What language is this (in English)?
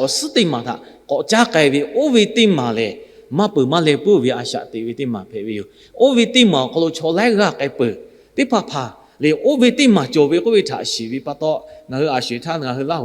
Lahu